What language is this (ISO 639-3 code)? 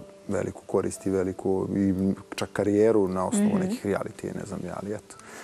srp